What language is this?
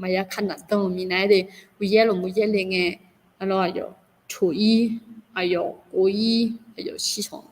Akha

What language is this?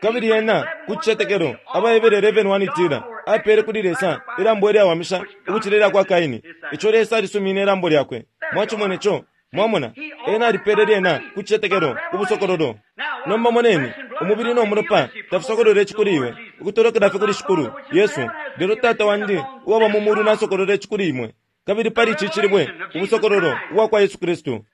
Bemba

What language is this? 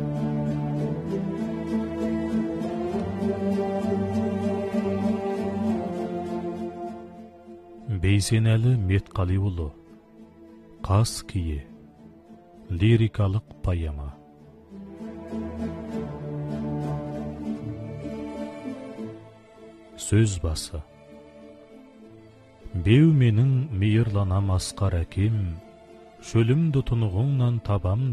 Kazakh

